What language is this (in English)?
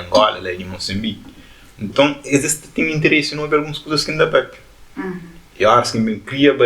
Kabuverdianu